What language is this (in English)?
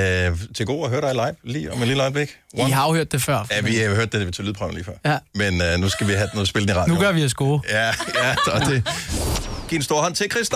Danish